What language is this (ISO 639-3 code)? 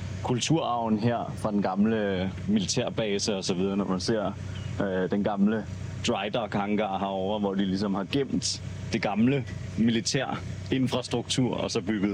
dan